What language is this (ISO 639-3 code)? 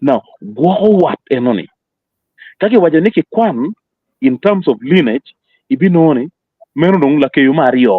ach